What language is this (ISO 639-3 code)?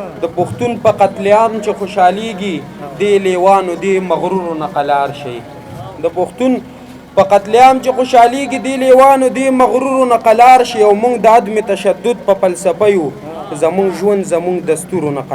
pus